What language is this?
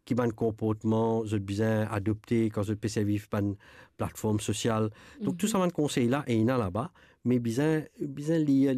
Morisyen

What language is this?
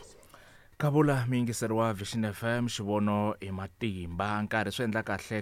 Tsonga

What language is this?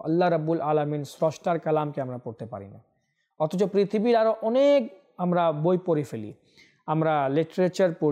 Bangla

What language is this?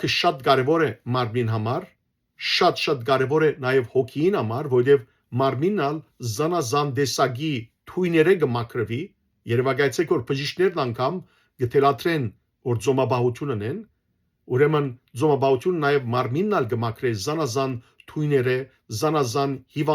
Western Armenian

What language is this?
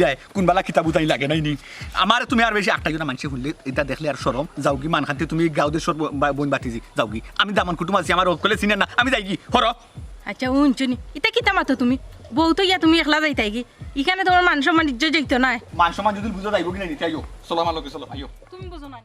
Sylheti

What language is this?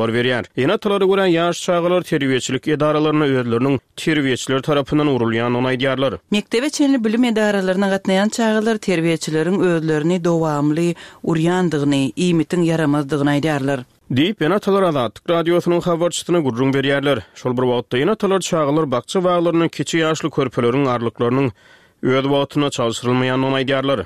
Turkmen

